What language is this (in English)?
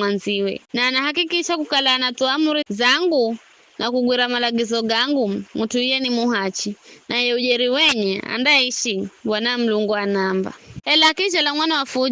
Giryama